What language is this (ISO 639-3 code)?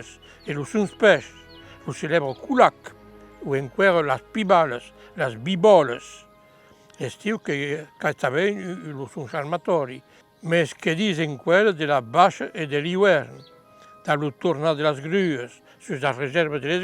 oci